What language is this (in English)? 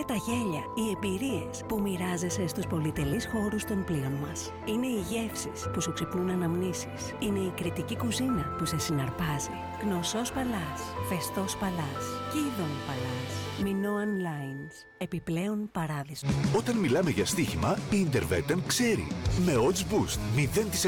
Greek